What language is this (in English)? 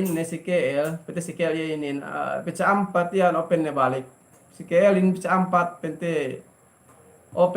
Yakan